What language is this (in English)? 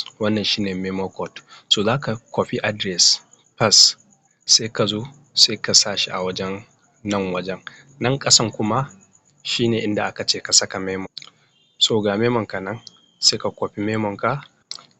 Hausa